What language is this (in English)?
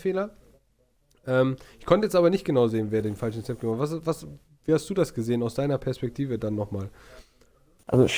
German